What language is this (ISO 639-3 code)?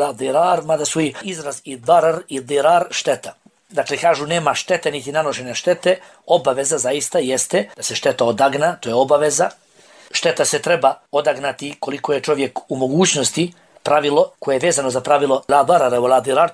bos